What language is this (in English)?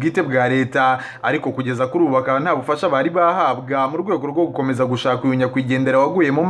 Kinyarwanda